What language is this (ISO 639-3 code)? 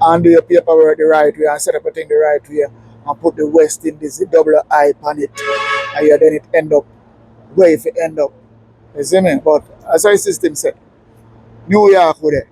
jam